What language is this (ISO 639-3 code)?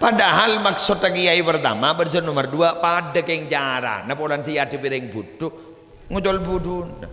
mad